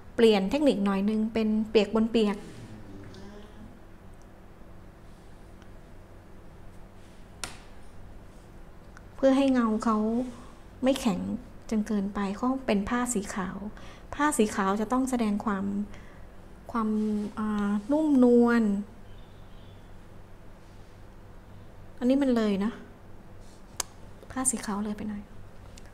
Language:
Thai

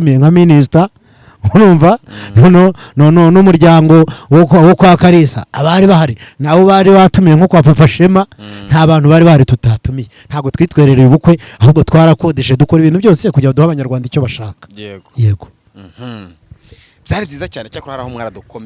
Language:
Kinyarwanda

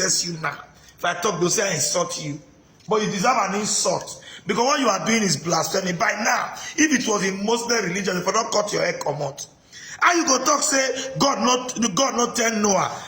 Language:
Nigerian Pidgin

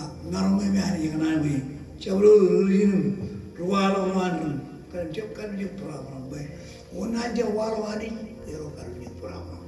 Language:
Marshallese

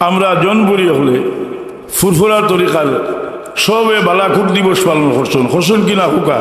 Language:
Sylheti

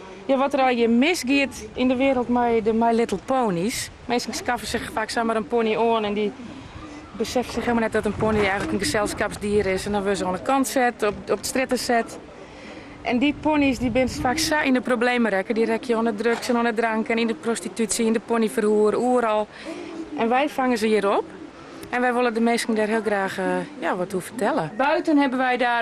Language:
Western Frisian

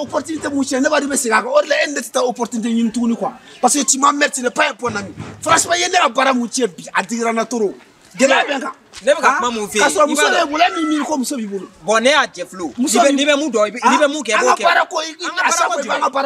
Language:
Bambara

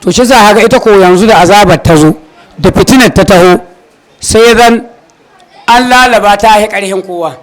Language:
Hausa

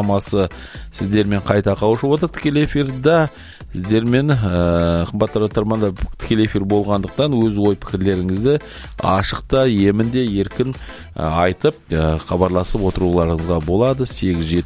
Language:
Kazakh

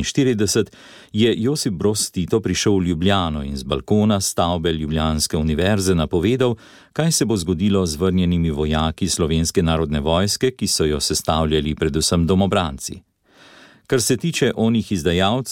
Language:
Slovenian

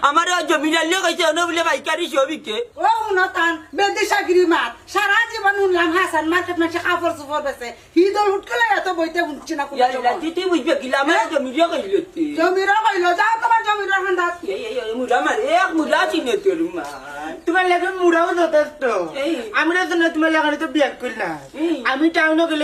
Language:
Sylheti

